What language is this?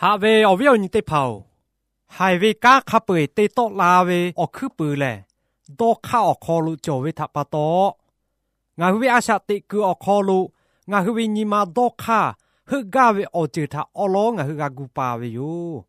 Lahu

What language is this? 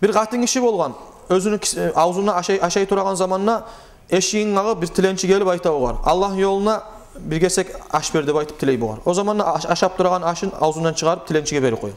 Kumyk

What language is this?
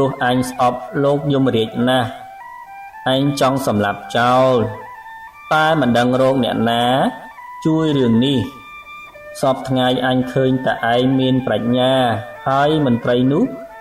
Khmer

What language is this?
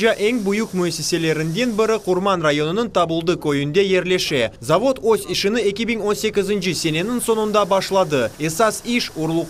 Crimean Tatar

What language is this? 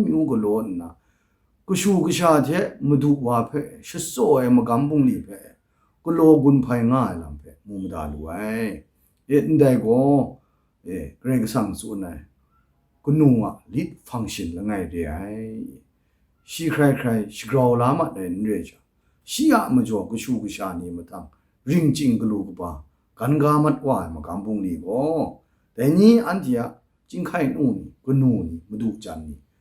Kachin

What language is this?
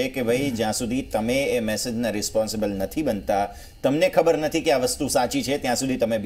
Gujarati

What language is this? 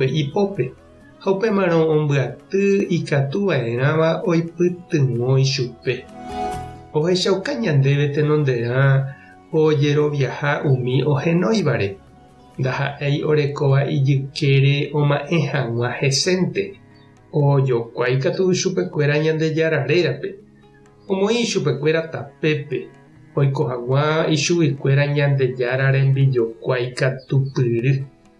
Guarani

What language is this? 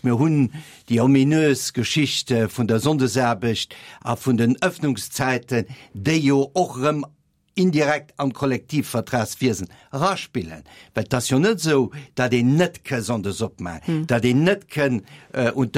Luxembourgish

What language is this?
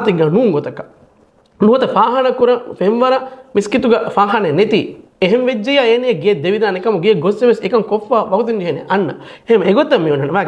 Divehi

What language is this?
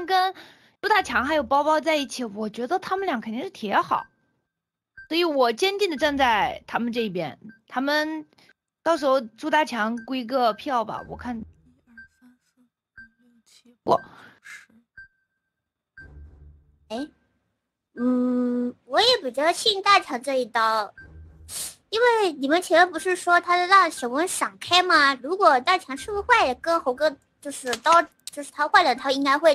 Chinese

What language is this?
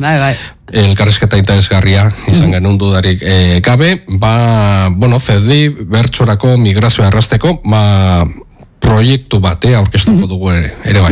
Basque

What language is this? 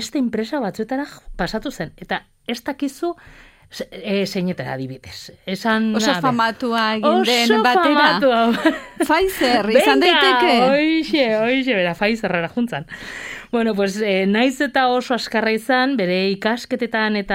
Basque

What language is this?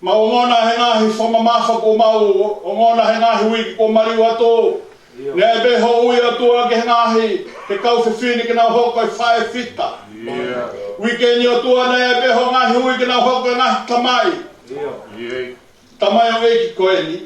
Tongan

